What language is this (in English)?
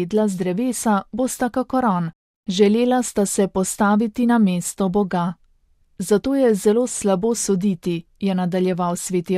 Slovenian